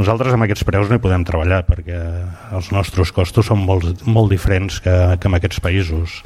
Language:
Catalan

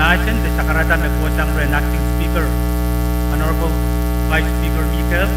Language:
Pohnpeian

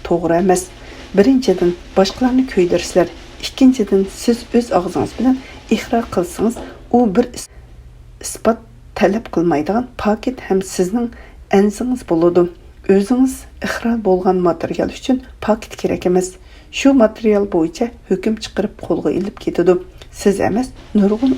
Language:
Uyghur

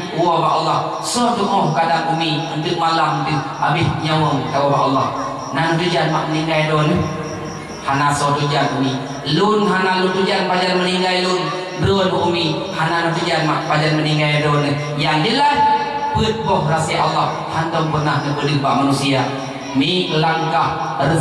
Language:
Achinese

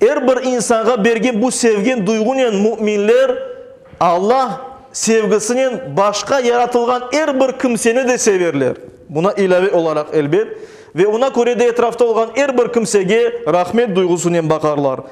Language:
Crimean Tatar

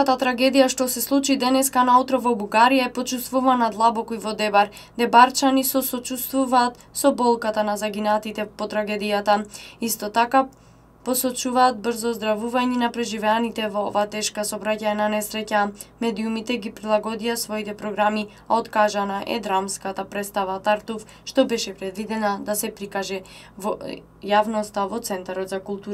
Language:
Macedonian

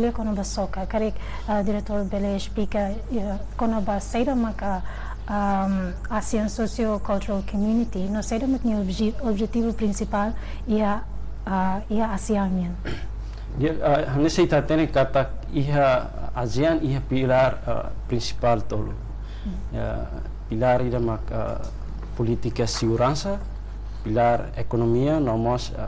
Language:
Tetum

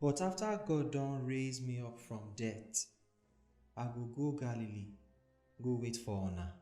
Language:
Nigerian Pidgin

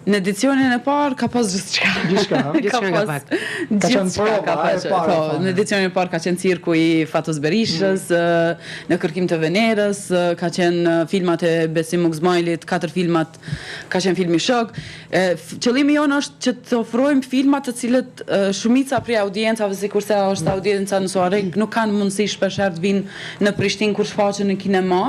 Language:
Albanian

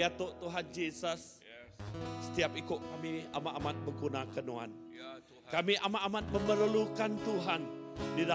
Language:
Iban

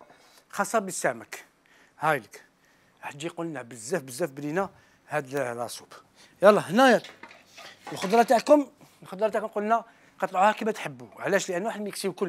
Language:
Algerian Arabic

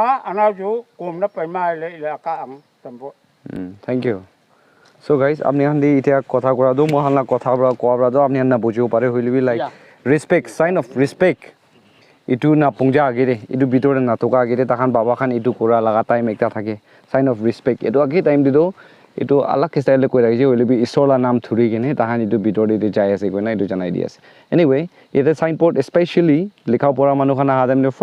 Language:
Naga Pidgin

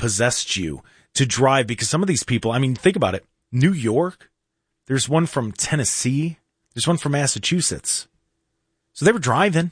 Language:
English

